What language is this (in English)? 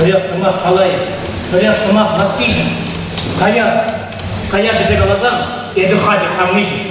Chuvash